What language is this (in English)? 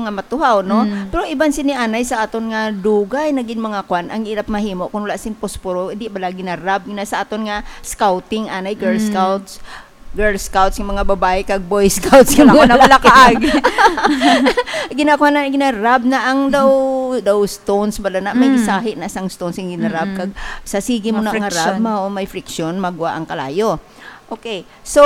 Hiligaynon